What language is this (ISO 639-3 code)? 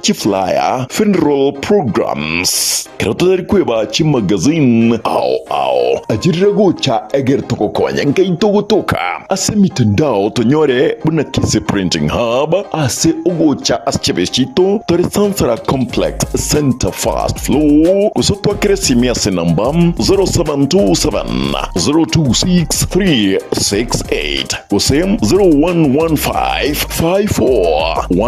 guz